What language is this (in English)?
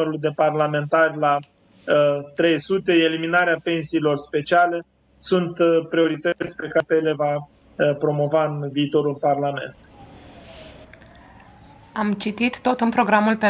Romanian